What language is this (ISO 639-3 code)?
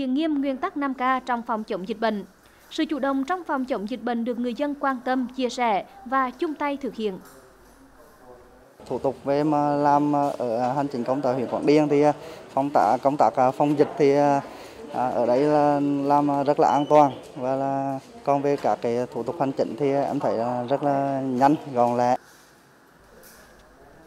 vie